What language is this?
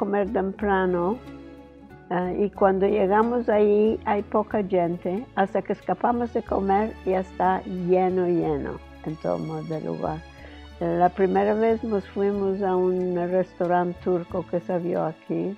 Ladino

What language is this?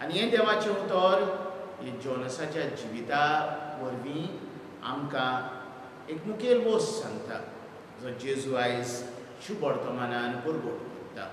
Konkani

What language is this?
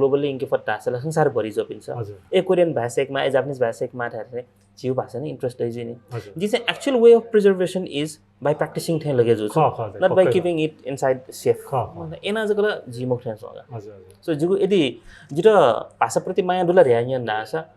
Newari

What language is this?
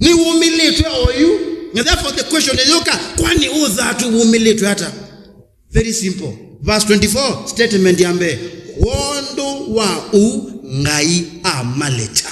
Kamba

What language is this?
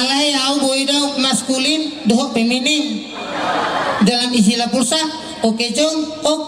Batak Toba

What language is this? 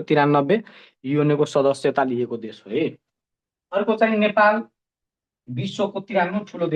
Nepali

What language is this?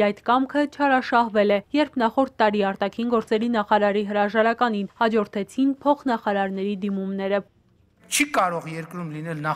Armenian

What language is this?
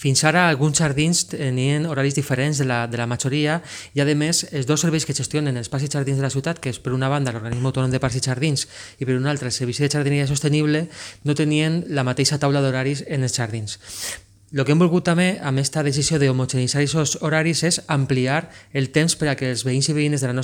Catalan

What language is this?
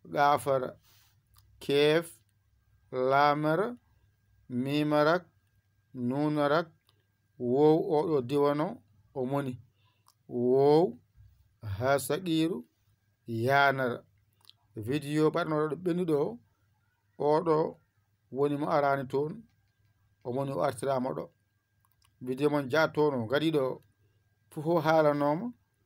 Fula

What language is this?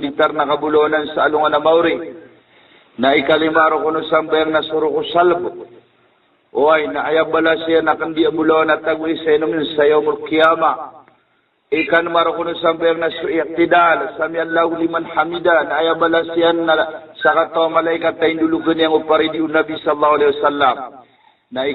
Maranao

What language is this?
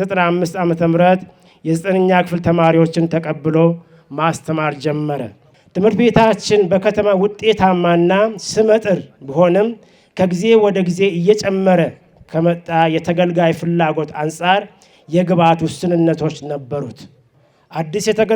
Amharic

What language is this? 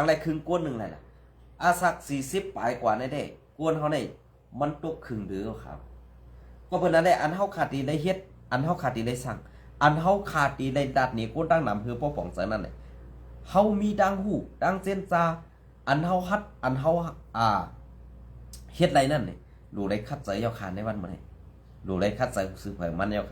Shan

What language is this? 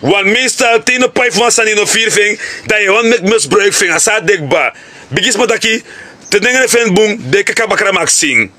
Sranan Tongo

